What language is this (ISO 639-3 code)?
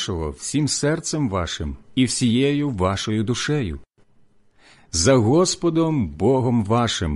ukr